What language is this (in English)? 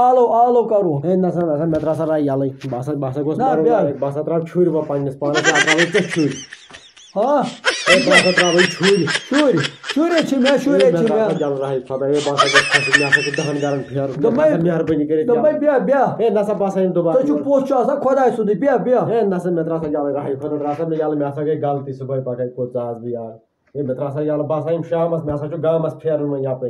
Kashmiri